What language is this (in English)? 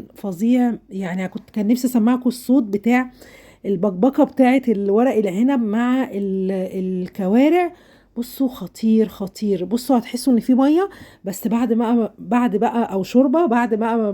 Egyptian Arabic